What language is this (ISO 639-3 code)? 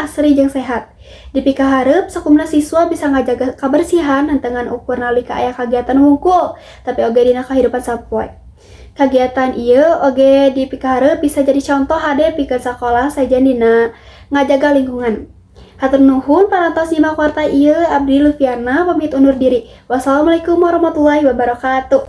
sun